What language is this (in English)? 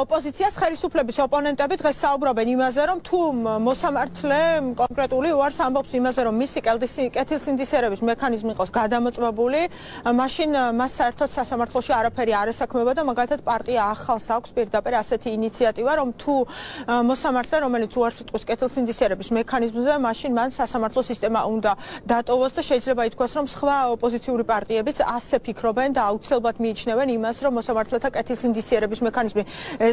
Georgian